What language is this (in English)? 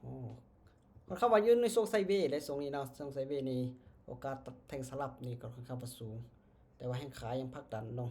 Lao